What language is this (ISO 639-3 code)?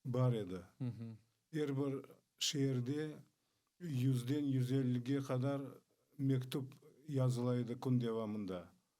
crh